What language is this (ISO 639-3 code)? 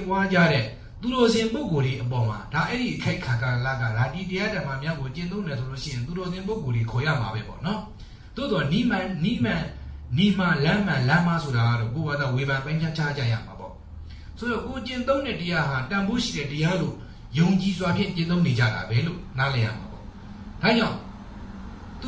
mya